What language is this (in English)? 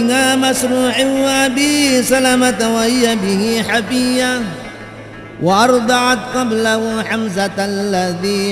Buginese